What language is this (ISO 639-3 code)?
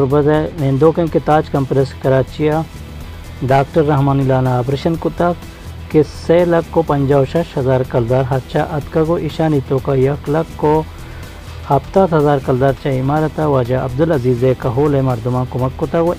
bal